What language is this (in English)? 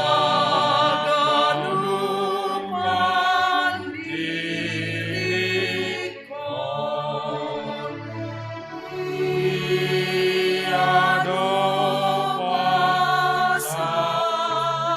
Batak Simalungun